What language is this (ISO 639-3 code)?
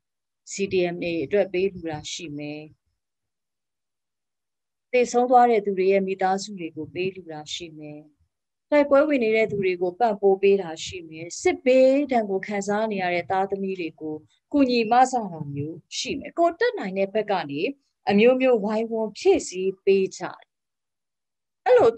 mya